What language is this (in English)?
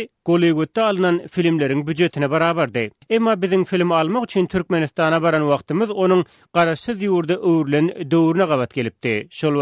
Turkmen